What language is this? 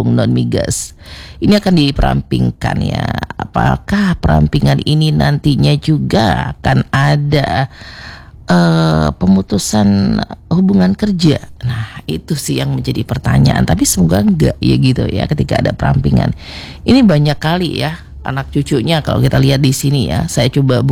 Indonesian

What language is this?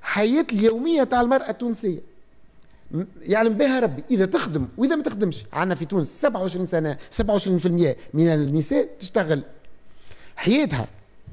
Tunisian Arabic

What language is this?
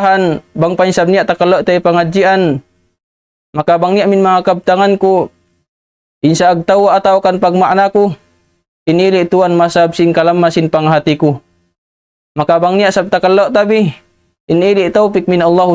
Tausug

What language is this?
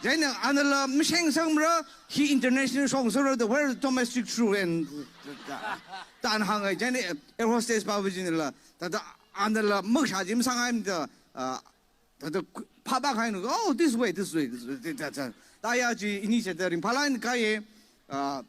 Tangkhul Naga (India)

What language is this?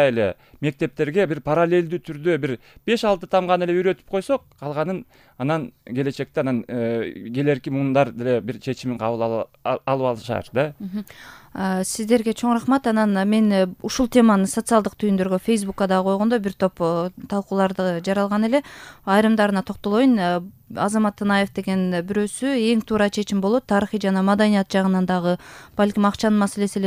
Kyrgyz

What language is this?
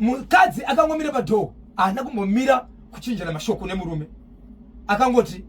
Shona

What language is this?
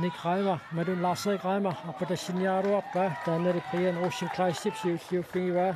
Kalaallisut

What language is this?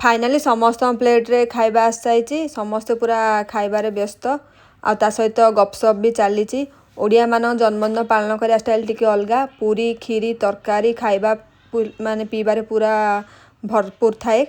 Odia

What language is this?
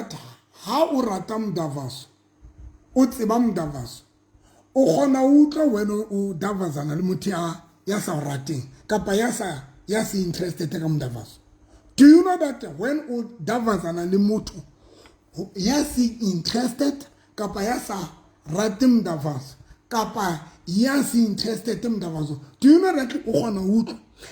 Southern Sotho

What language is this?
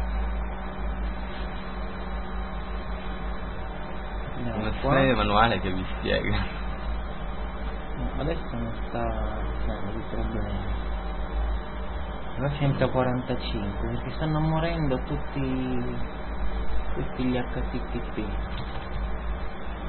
Italian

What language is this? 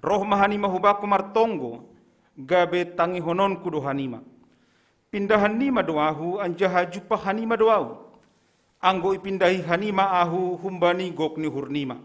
Batak Simalungun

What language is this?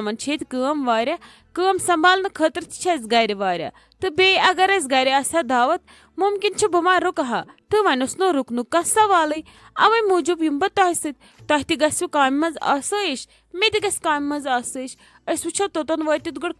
Kashmiri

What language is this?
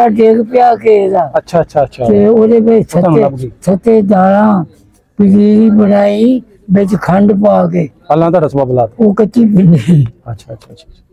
Punjabi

